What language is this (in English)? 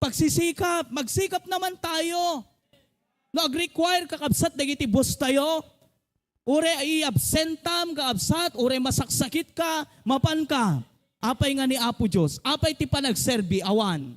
Iloko